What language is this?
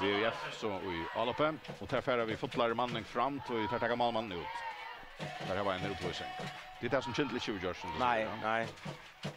Faroese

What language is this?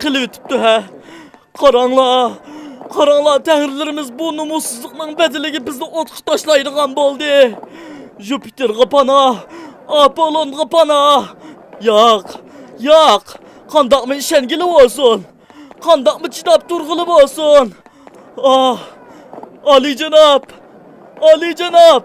Uyghur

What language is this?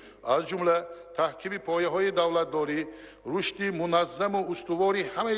Tajik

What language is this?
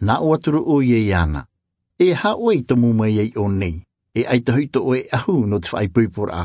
Tahitian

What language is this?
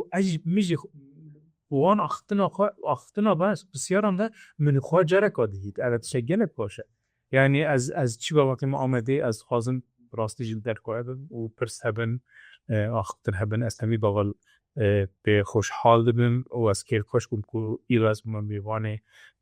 Kurdish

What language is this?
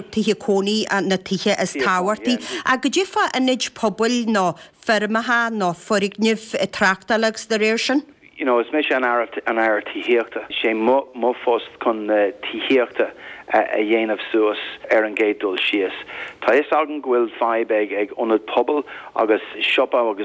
Irish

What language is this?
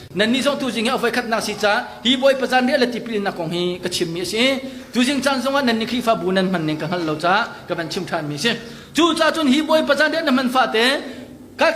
Hakha Chin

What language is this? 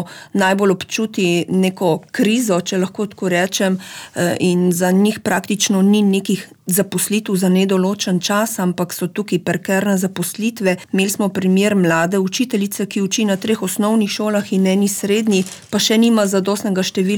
Slovenian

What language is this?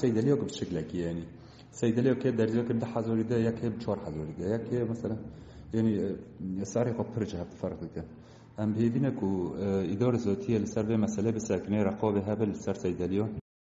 Kurdish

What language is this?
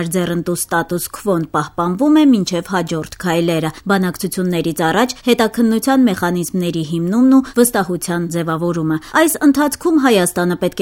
Armenian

